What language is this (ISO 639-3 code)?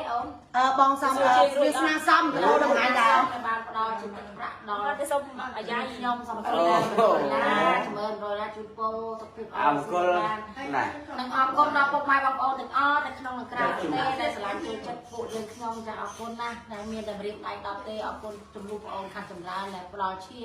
khm